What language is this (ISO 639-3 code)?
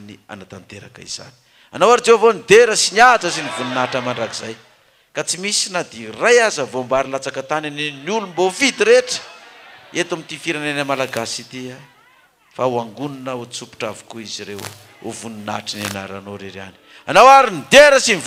mlg